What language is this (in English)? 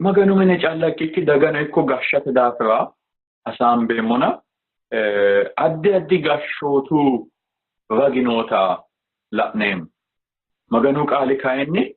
Sidamo